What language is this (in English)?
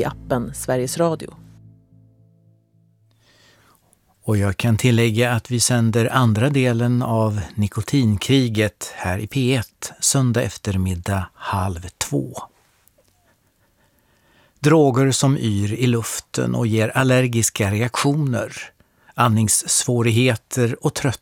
Swedish